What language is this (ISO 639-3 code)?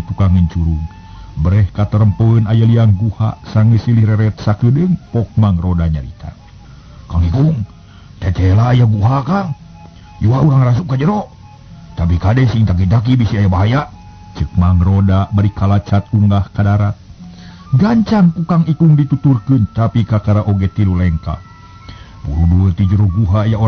sun